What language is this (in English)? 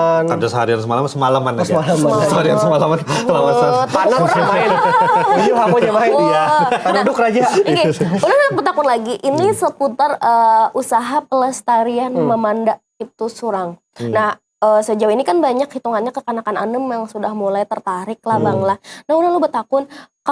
Banjar